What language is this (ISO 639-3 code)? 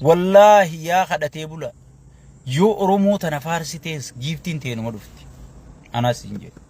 orm